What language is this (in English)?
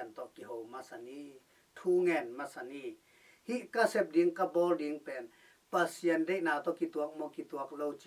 Tedim Chin